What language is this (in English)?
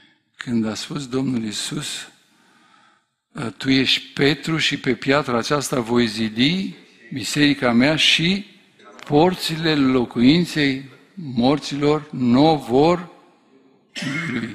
Romanian